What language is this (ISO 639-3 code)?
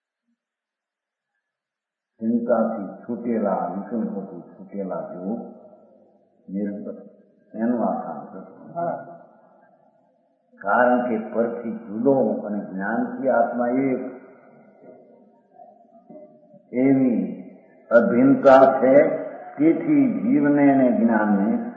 guj